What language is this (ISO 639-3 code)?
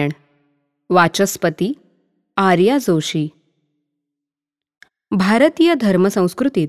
mar